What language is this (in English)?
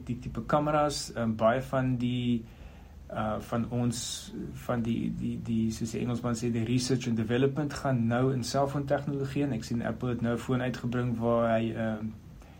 Afrikaans